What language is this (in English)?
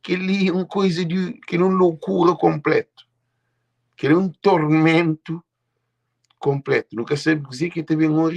Kabuverdianu